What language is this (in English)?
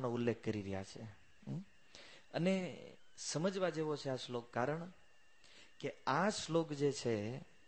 Gujarati